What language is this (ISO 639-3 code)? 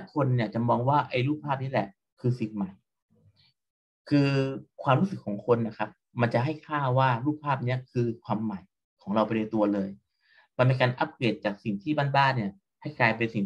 tha